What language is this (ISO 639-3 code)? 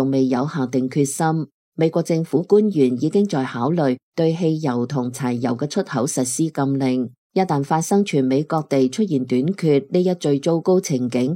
yue